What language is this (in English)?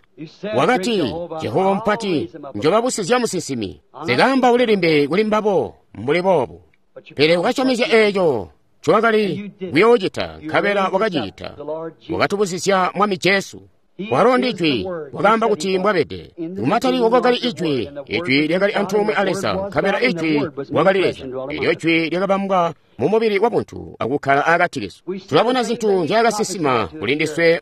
Tonga (Zambia)